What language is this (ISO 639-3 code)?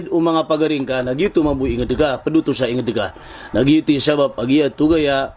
mrw